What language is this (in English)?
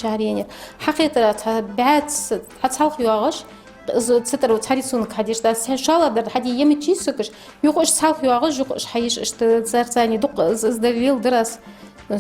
Ingush